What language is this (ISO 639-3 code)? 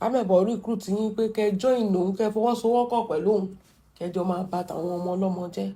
yor